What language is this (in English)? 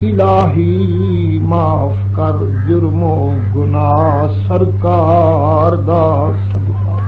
Saraiki